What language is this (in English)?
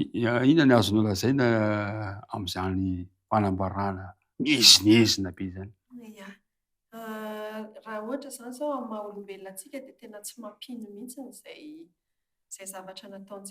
Malagasy